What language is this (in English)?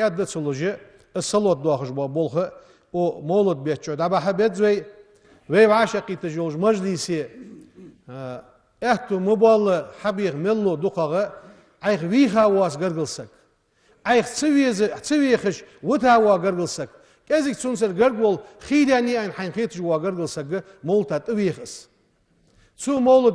Ingush